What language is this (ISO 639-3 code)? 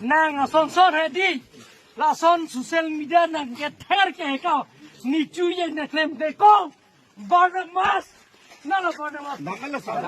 mjw